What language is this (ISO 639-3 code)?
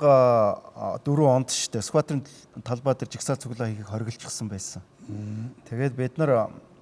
mon